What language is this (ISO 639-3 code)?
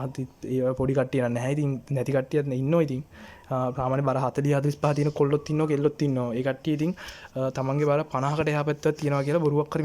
sin